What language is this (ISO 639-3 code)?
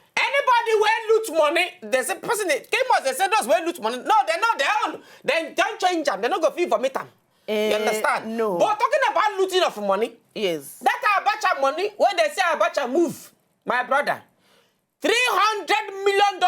pcm